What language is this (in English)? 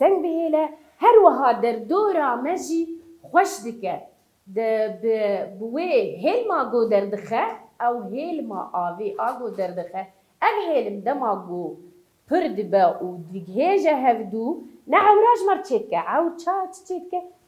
Kurdish